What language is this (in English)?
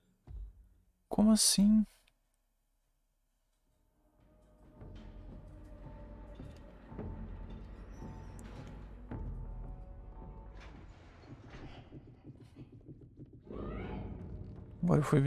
Portuguese